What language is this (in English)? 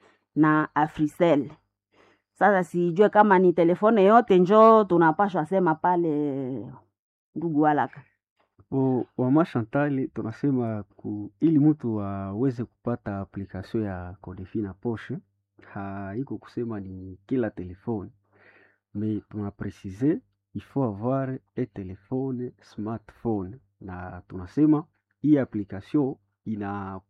Swahili